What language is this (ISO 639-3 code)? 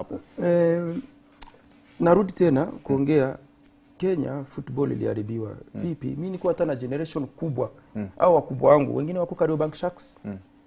swa